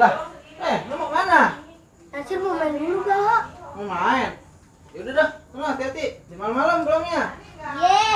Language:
Betawi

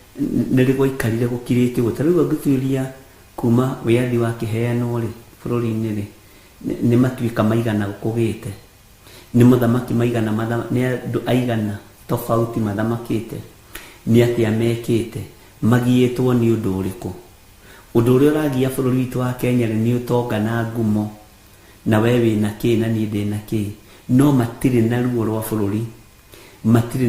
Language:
Kikuyu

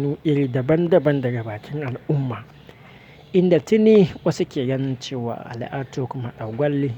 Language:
Hausa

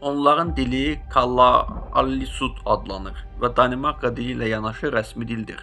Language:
Azerbaijani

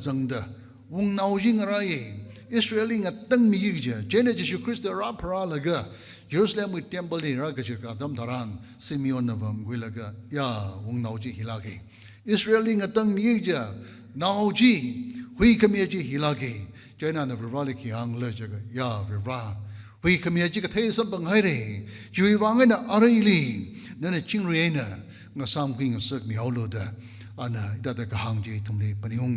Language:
Tangkhul Naga (India)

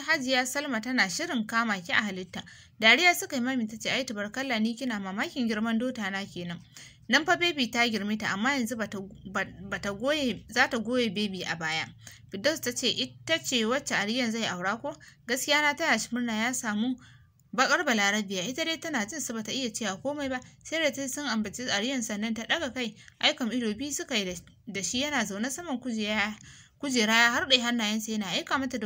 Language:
Hausa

